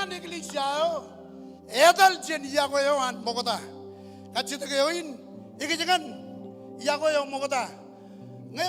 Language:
Marshallese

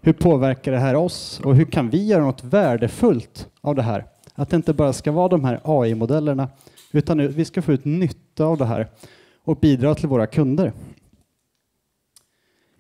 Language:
Swedish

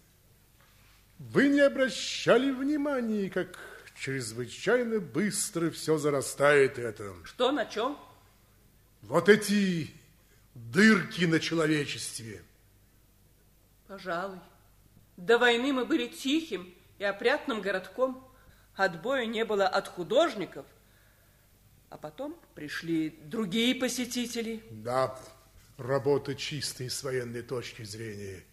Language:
Russian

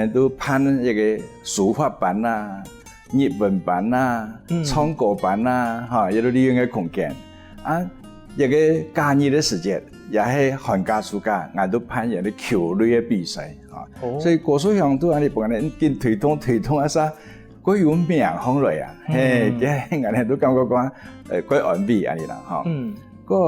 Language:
Hakka Chinese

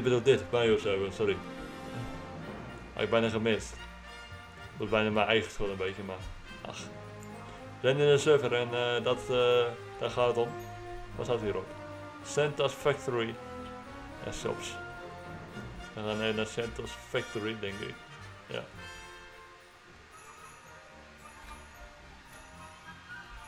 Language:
Dutch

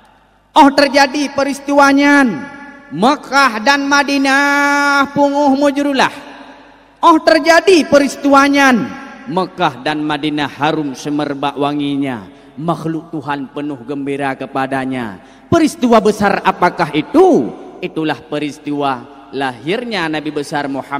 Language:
Achinese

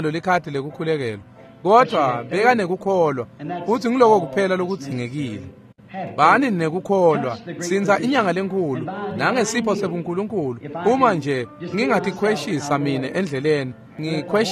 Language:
Swati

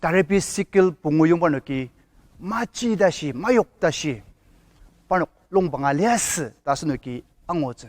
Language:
Ao Naga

